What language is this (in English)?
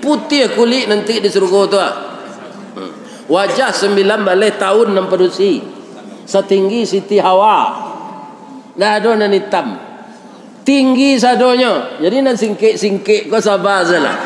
Minangkabau